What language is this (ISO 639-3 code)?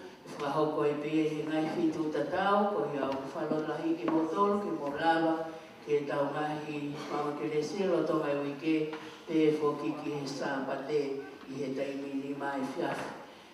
ton